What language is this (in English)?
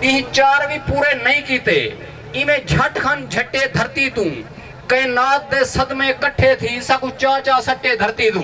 Saraiki